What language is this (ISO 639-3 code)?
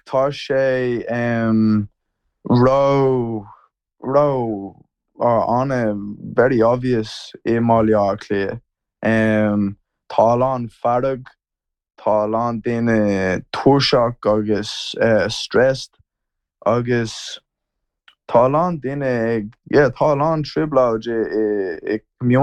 gle